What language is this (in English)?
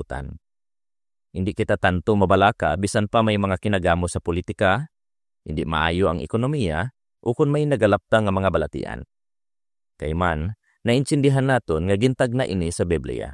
Hiligaynon